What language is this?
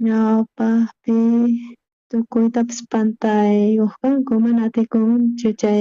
South Bolivian Quechua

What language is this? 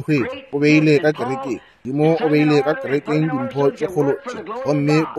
Northern Sotho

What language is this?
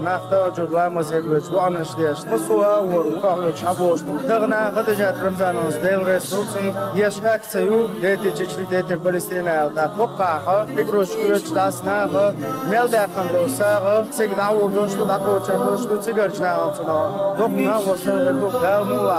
Chechen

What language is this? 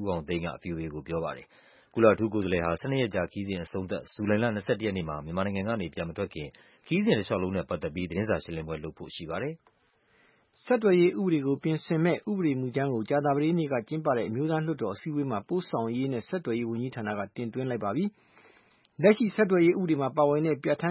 Burmese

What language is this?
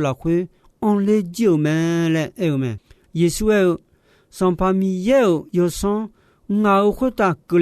Akha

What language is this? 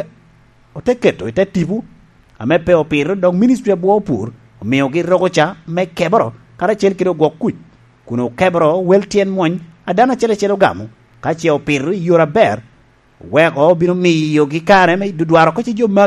Lango (Uganda)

